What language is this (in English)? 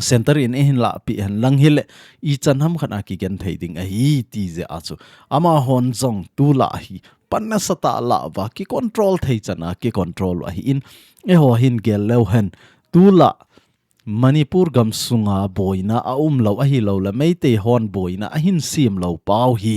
Thado Chin